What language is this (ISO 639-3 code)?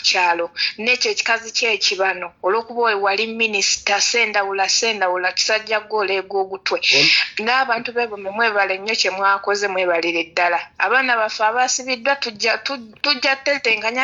lug